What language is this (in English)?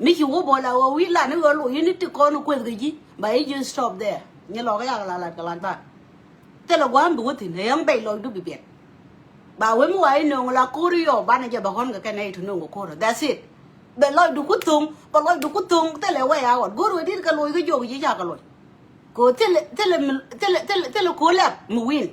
Nuer